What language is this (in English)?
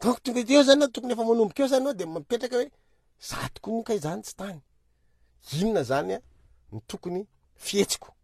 Malagasy